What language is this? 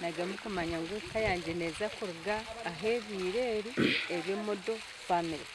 Nyankole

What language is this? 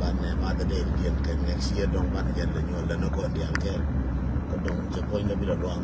Nuer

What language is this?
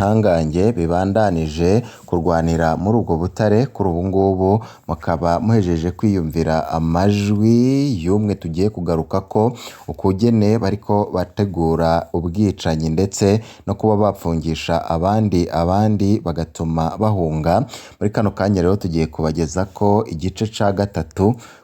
Rundi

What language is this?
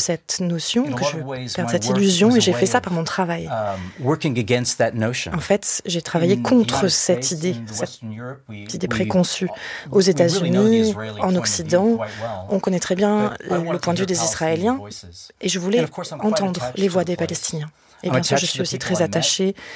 French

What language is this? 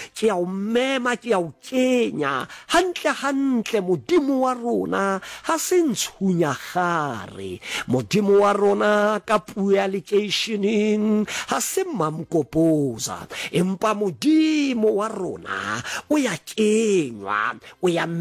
Southern Sotho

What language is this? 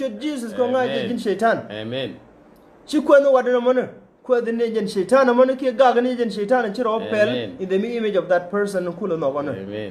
Nuer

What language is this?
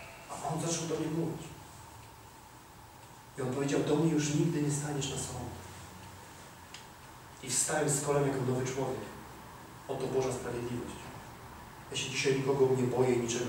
Polish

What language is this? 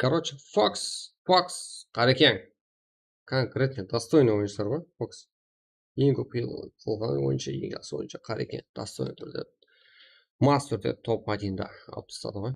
Kara-Kalpak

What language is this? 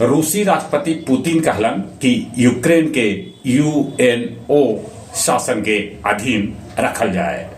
Magahi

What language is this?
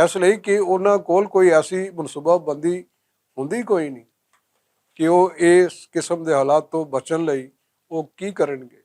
Western Panjabi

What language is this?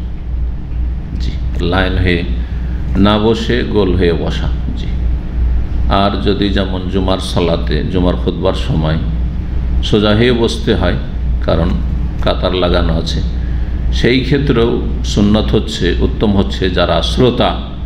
Bangla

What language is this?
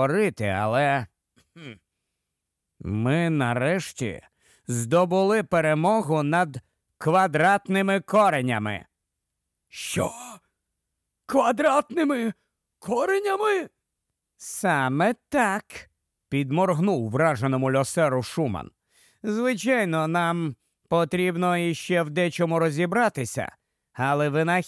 Ukrainian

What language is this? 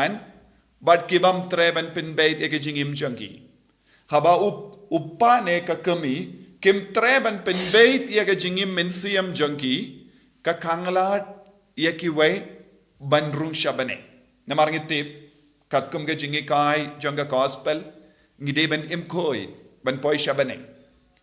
Khasi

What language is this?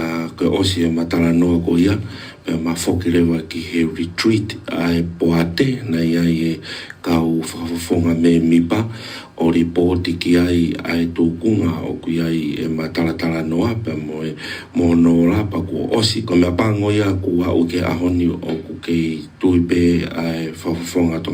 Tongan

